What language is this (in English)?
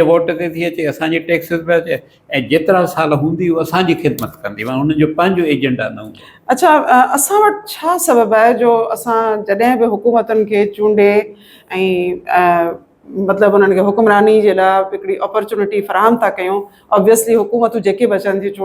Sindhi